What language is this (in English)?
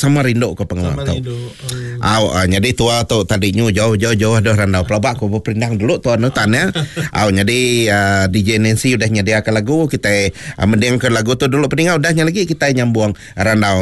Iban